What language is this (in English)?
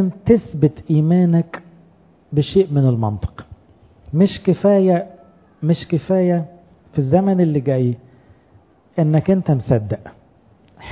Egyptian Arabic